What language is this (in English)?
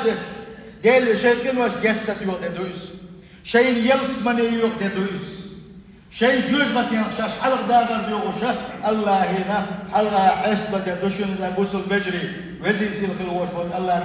Chechen